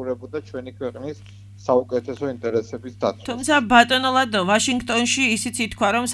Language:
Georgian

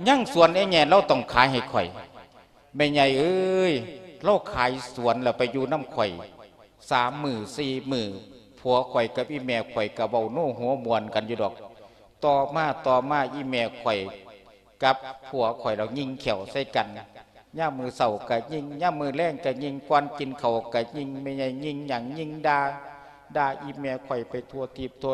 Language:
Lao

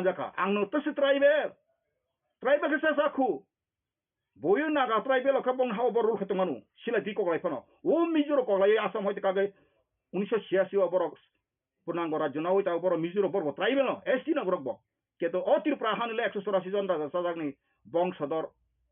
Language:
Kok Borok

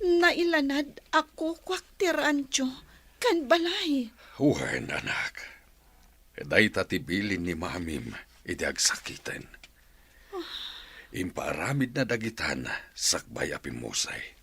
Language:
Iloko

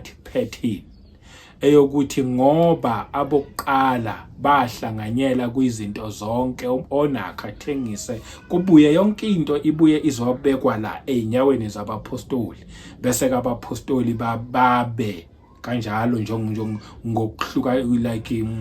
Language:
Zulu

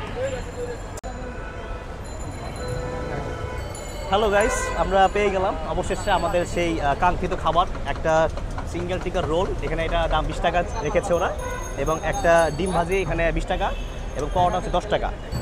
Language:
Bangla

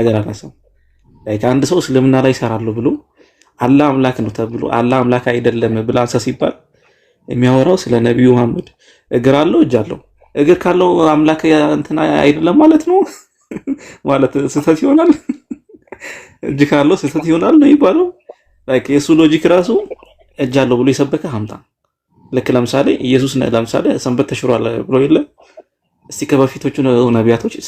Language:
Amharic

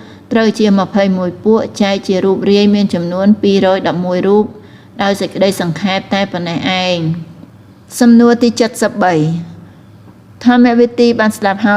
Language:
Khmer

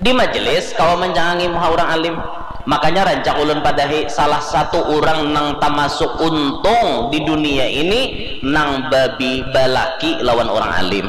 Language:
Banjar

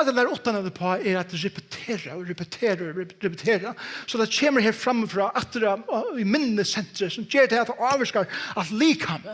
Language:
Faroese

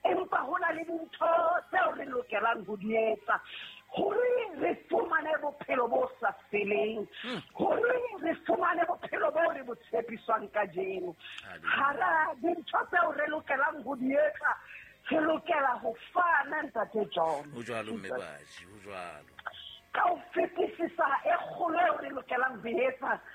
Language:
Southern Sotho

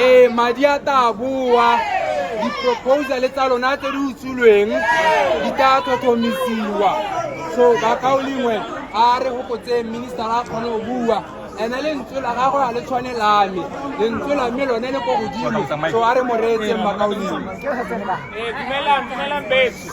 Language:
Tswana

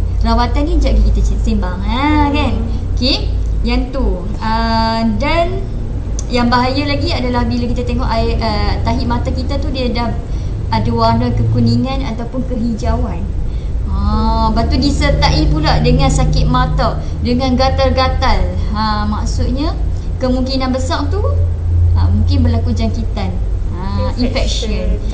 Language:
Malay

